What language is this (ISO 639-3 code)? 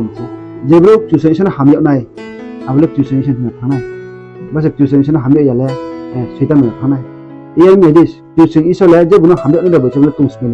ria